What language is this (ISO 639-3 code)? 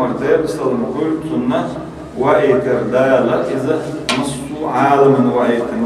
che